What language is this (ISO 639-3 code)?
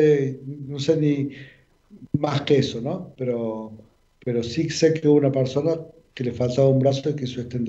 spa